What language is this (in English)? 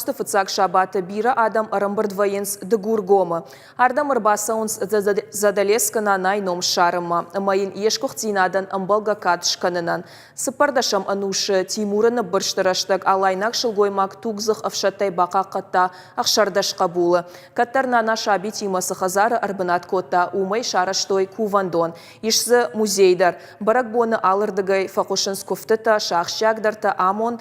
Ossetic